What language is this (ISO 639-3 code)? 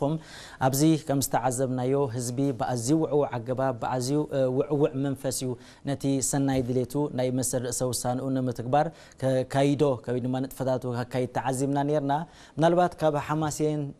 tir